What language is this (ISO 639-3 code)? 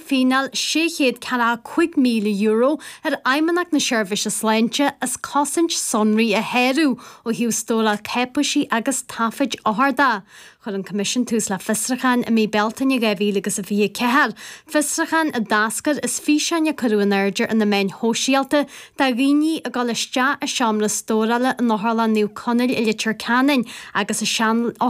gle